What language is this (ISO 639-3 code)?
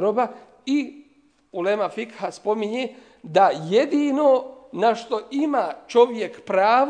bos